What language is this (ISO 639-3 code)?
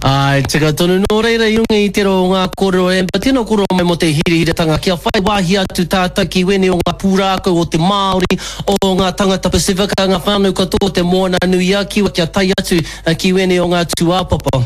mri